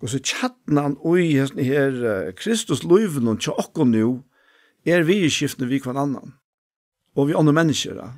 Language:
Faroese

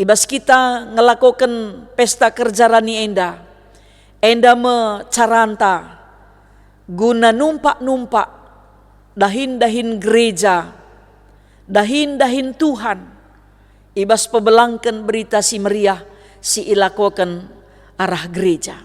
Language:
Batak Karo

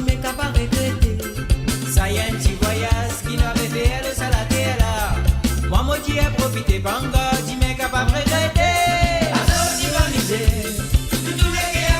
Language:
Morisyen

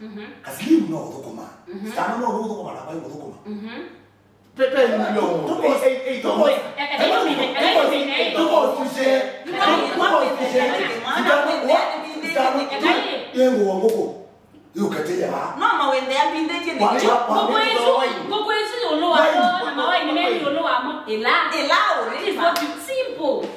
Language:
Kamba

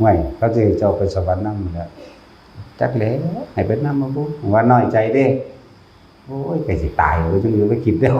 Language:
Northeastern Thai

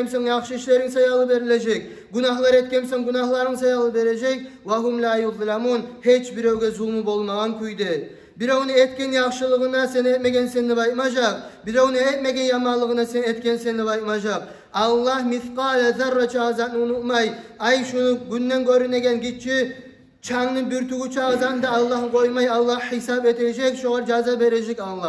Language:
Kumyk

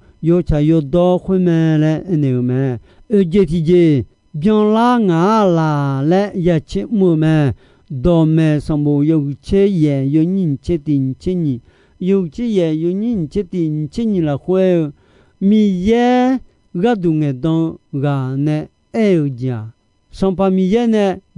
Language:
Akha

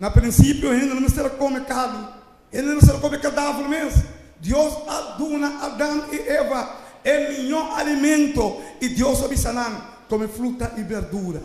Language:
Papiamento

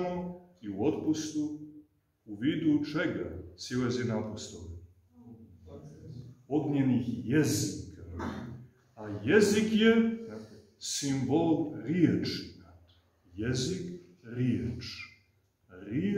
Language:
Serbian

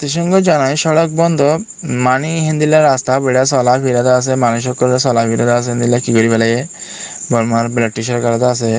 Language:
Rohingya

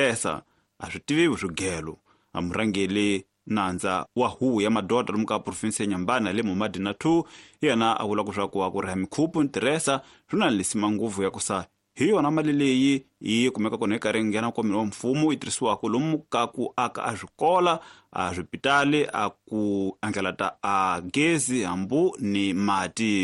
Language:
Tsonga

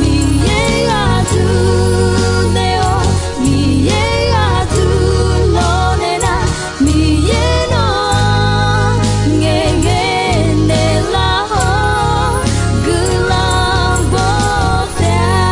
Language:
Akha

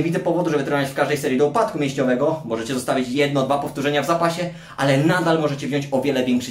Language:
Polish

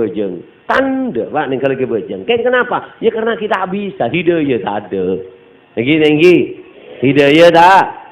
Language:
Madurese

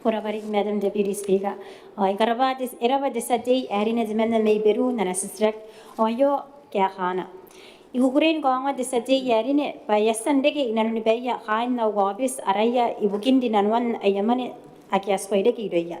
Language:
Gilbertese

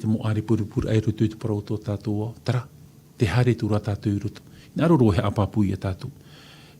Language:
Tahitian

